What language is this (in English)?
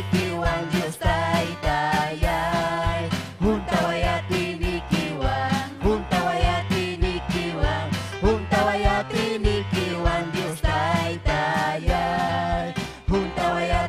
Ayacucho Quechua